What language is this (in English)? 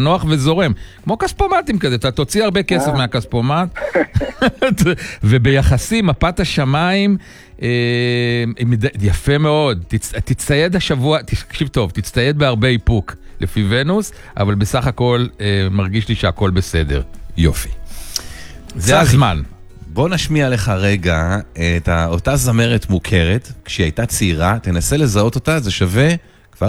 Hebrew